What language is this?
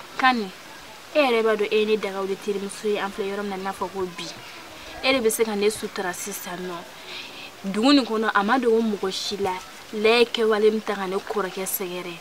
Bambara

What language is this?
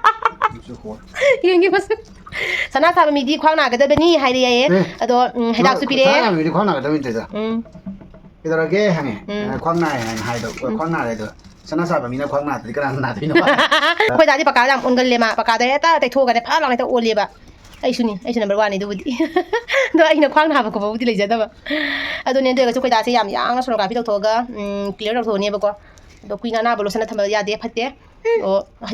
Manipuri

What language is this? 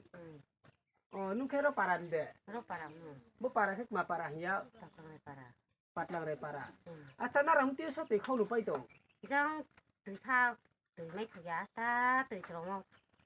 Riang (India)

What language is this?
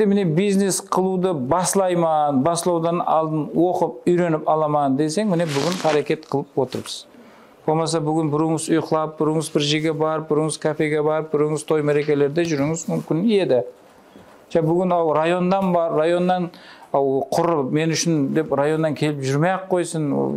Kara-Kalpak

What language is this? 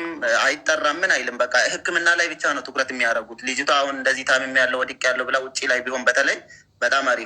Amharic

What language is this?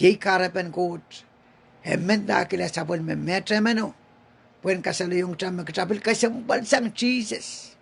Pohnpeian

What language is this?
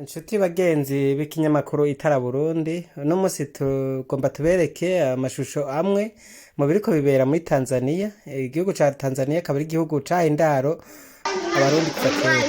Rundi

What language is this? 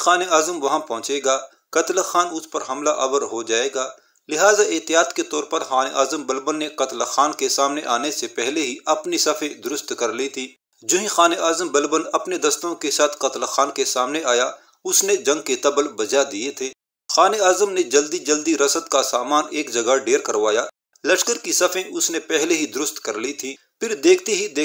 Urdu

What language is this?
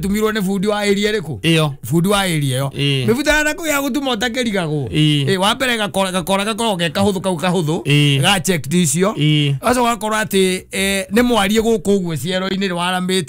Kikuyu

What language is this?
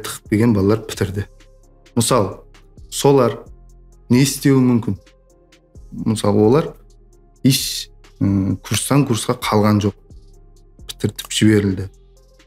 Kara-Kalpak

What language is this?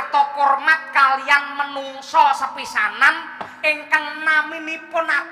Javanese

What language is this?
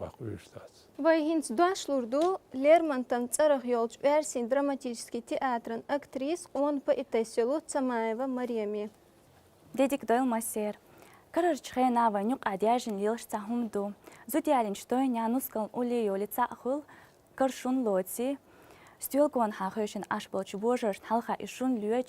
Chechen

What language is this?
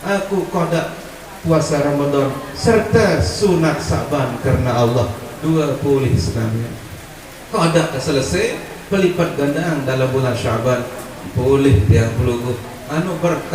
Sasak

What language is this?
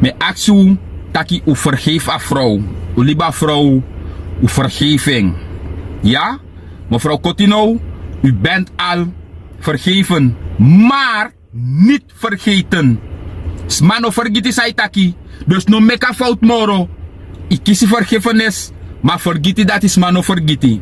Sranan Tongo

